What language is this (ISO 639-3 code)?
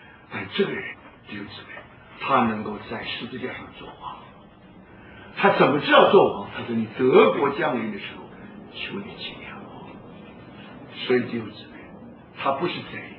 zho